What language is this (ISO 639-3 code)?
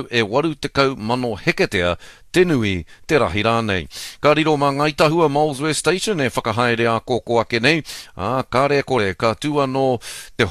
mri